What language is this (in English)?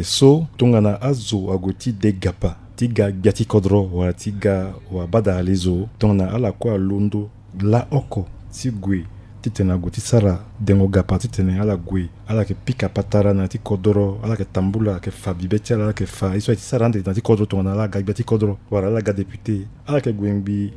Sango